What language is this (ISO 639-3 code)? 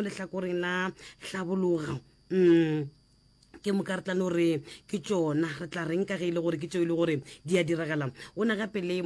nso